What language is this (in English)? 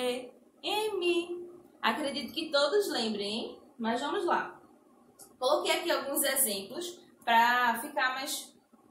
Portuguese